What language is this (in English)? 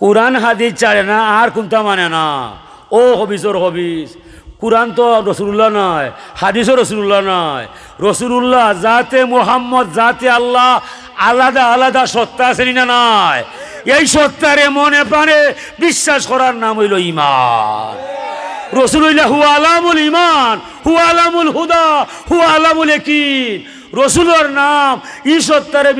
Sylheti